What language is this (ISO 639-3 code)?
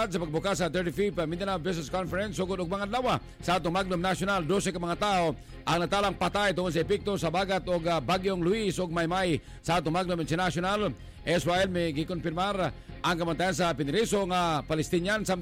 ceb